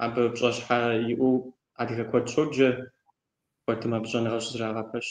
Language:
Kabardian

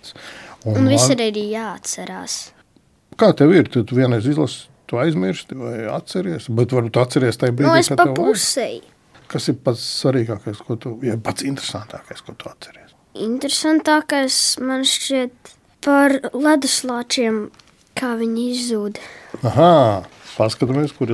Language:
Latvian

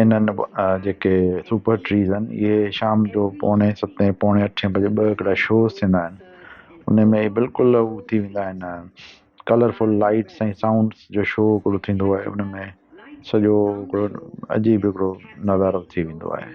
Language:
Sindhi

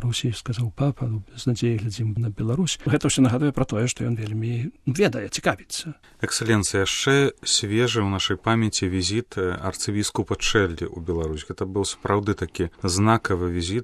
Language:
Belarusian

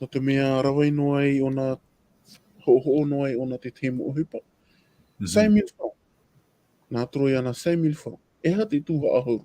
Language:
Tahitian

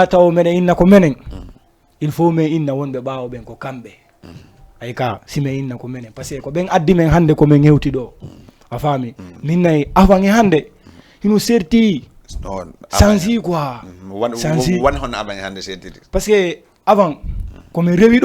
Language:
Fula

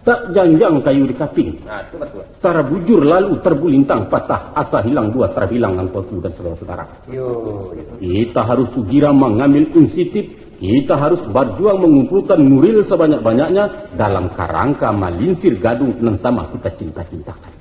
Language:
Minangkabau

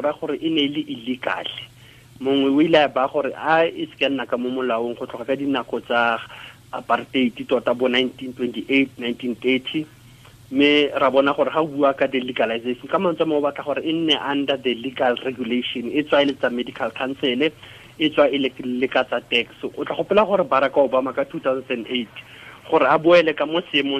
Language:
Tswana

